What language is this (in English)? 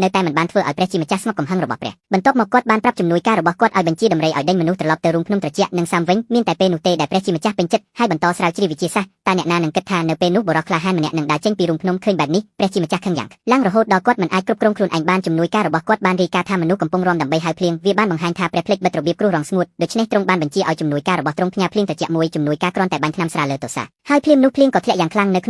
Khmer